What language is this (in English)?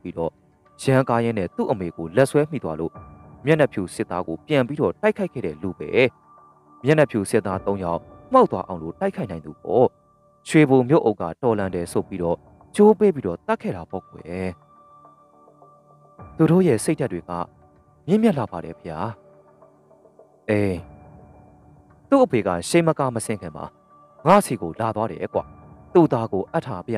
Burmese